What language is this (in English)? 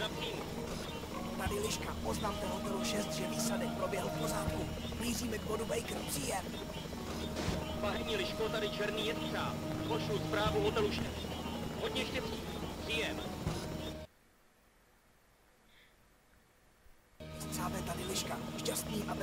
Czech